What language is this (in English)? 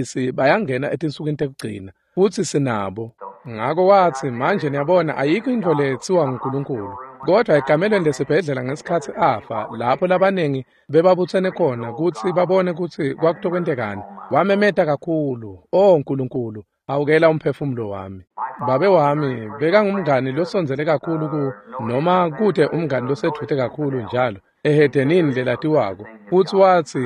Swati